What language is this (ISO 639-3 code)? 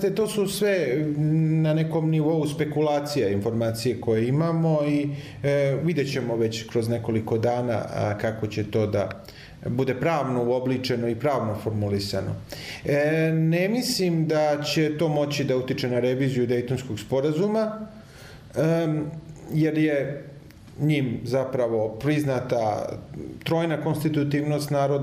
bos